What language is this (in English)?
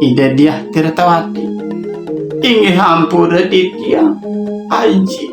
Balinese